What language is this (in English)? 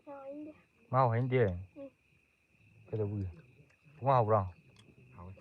Manipuri